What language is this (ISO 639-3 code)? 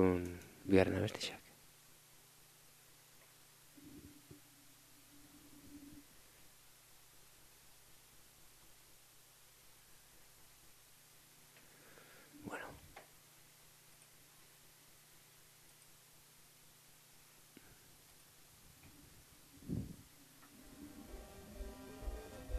eus